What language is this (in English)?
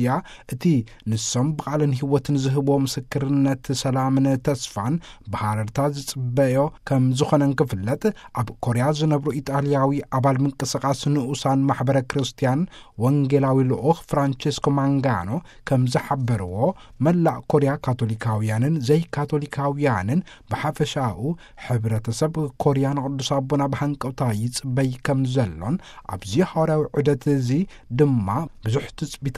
Tigrinya